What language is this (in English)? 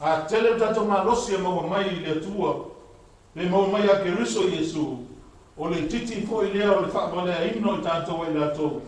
Samoan